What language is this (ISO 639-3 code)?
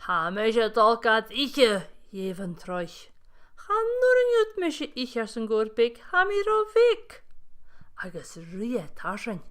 gla